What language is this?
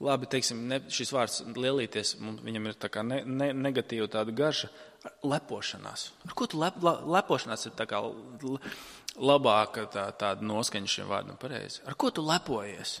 Latvian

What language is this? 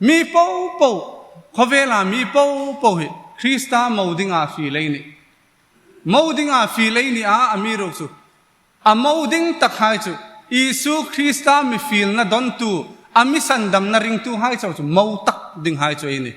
Hmar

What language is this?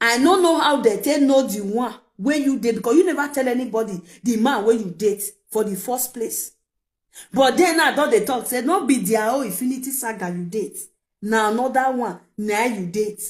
Nigerian Pidgin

